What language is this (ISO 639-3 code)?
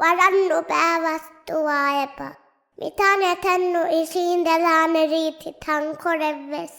div